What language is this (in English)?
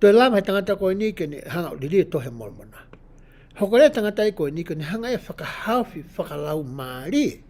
Tongan